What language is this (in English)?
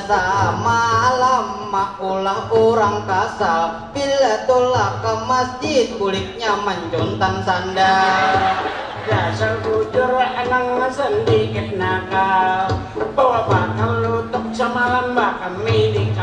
Banjar